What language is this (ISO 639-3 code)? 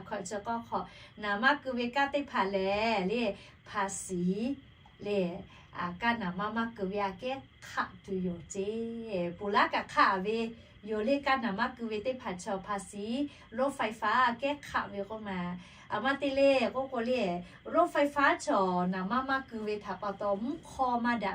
lhu